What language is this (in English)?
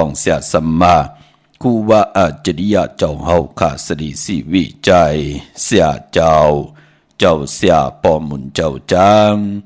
Shan